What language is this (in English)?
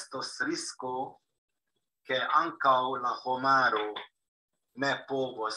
Esperanto